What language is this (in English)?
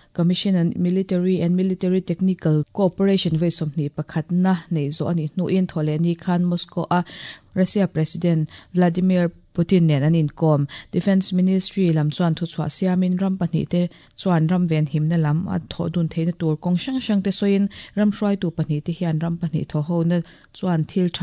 Mizo